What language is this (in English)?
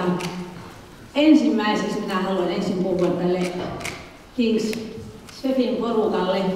Finnish